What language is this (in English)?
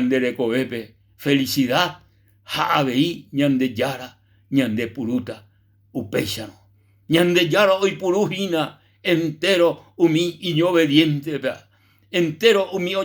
Guarani